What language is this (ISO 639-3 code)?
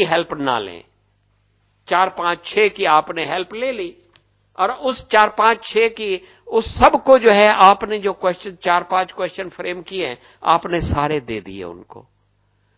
hin